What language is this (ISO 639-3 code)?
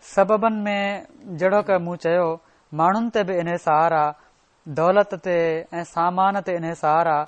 snd